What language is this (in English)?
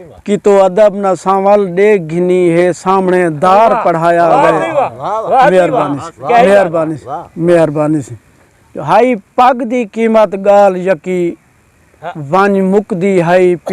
Saraiki